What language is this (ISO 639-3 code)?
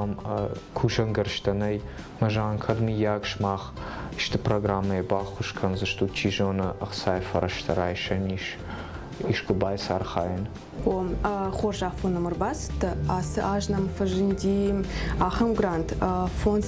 oss